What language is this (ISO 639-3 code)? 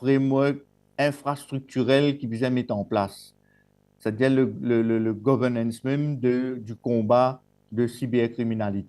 mfe